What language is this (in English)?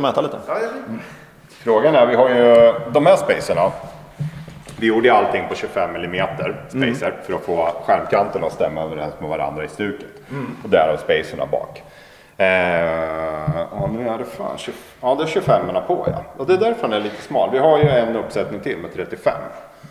Swedish